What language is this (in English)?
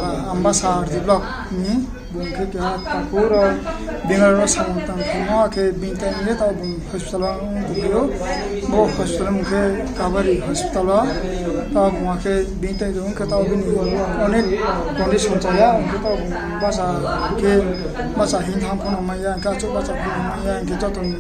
Riang (India)